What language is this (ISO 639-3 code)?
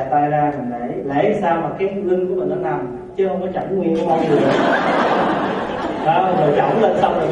vie